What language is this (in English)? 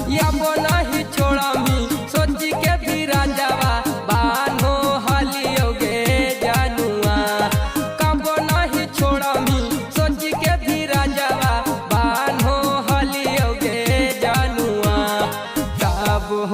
Magahi